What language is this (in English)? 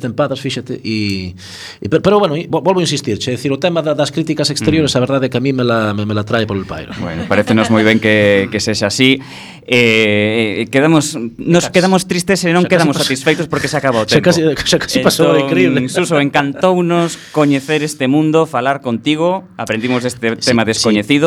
Galician